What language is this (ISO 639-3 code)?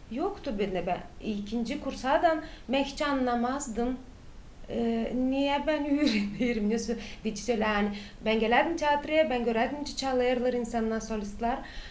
gag